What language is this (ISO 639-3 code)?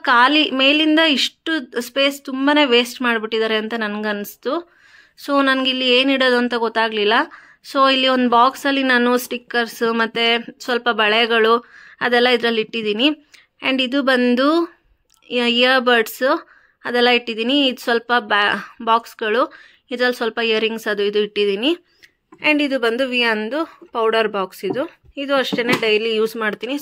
kan